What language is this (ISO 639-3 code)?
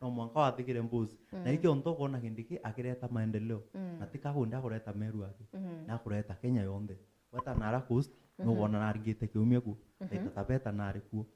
mer